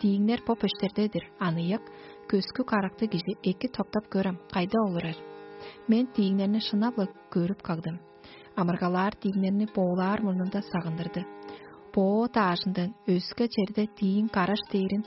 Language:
Tuvinian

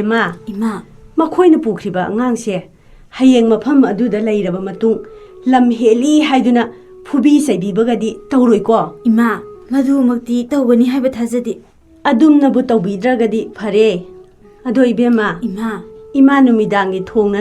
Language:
Manipuri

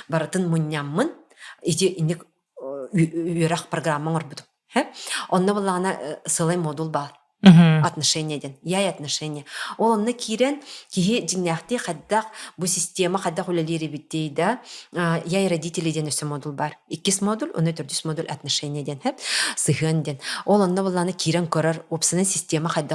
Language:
Yakut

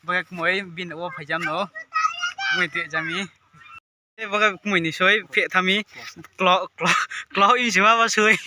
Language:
Riang (India)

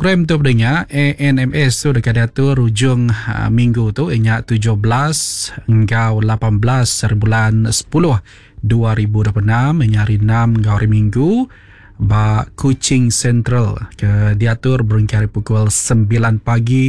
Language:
Iban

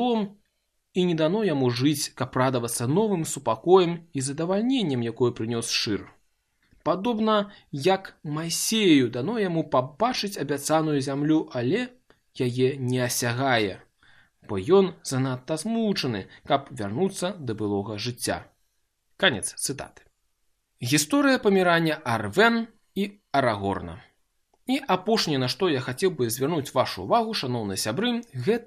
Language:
Belarusian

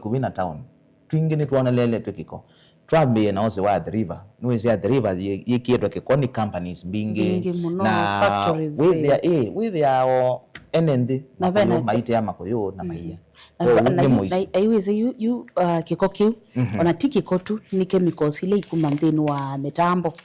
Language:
Kamba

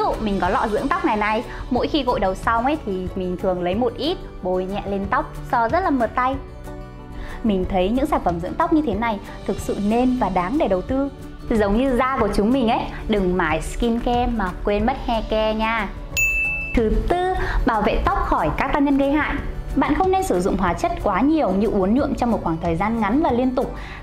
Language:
Vietnamese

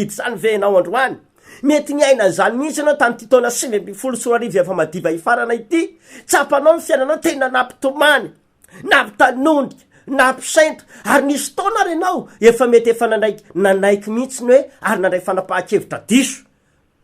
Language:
Malagasy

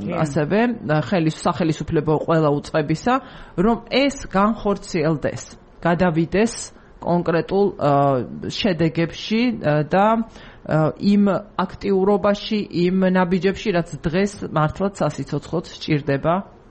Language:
Georgian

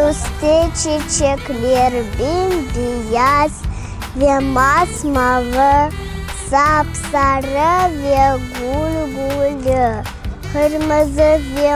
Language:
Crimean Tatar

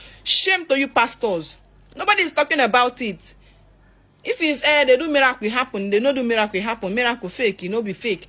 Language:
Nigerian Pidgin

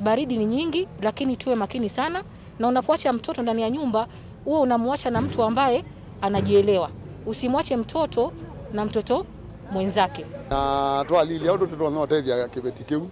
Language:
Kamba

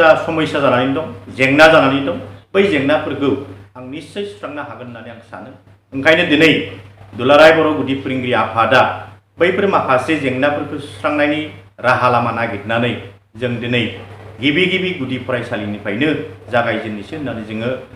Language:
Bodo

